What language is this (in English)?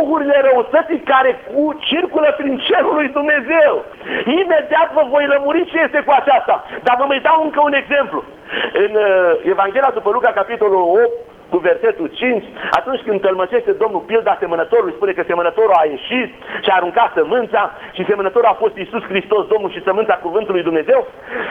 Romanian